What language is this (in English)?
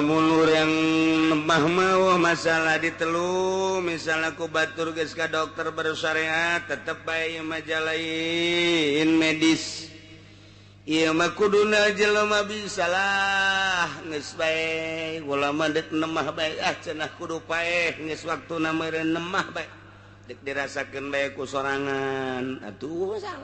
Sundanese